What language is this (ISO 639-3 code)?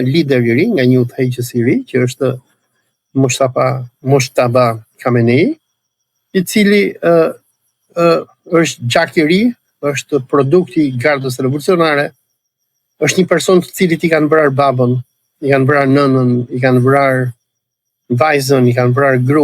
sqi